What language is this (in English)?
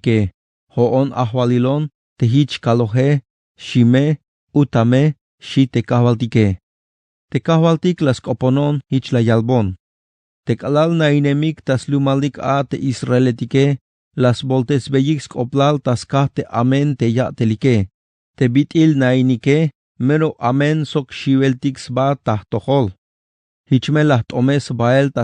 Tzeltal